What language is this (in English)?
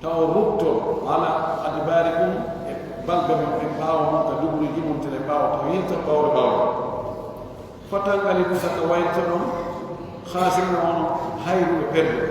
Pular